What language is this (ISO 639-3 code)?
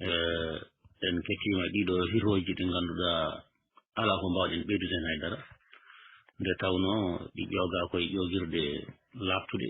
ful